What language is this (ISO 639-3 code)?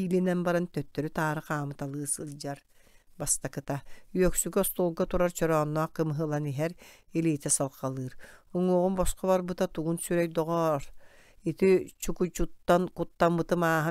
sah